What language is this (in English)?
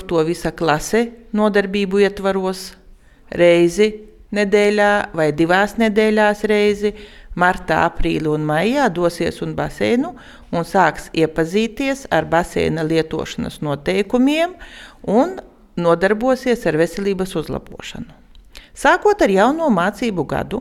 Latvian